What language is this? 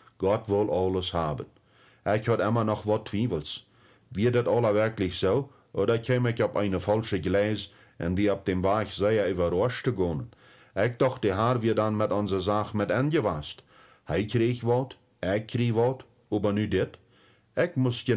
Plautdietsch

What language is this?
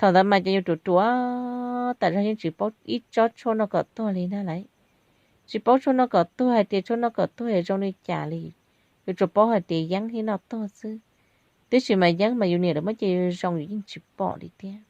Hmong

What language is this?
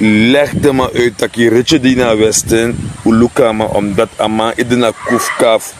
Sranan Tongo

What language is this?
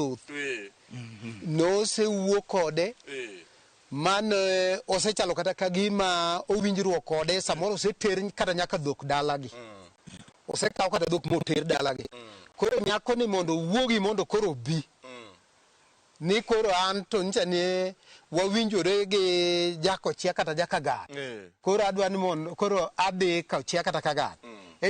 Luo (Kenya and Tanzania)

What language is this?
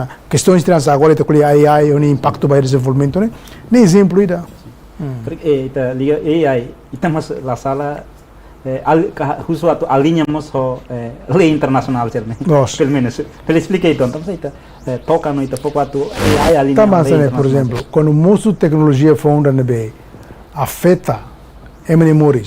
Tetum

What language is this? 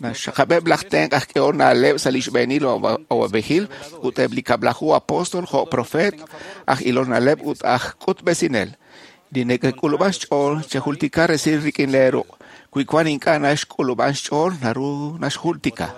Kekchí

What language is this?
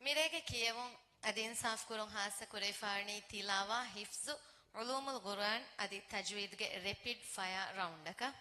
Divehi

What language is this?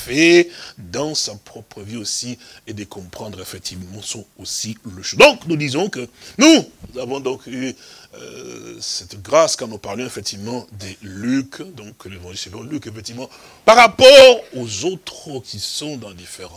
French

